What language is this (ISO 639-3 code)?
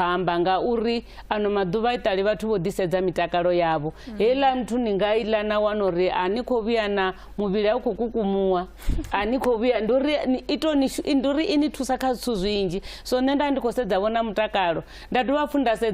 ven